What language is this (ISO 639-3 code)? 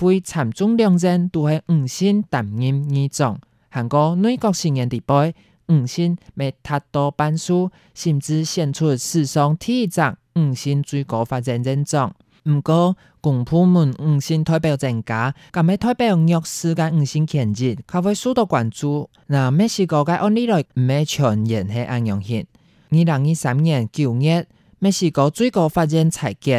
hak